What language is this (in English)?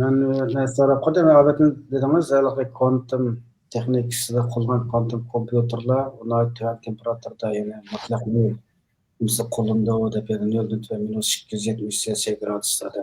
Uyghur